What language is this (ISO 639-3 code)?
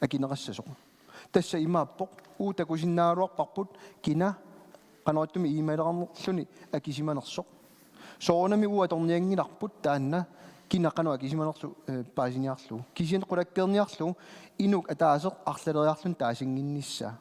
kal